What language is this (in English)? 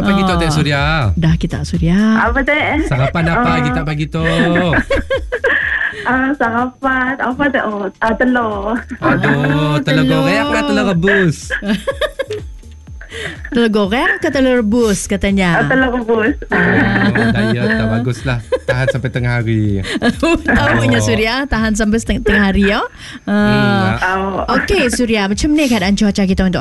Malay